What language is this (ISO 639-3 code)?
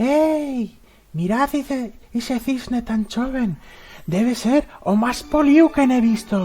arg